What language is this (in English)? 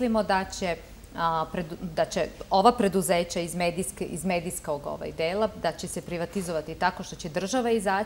Serbian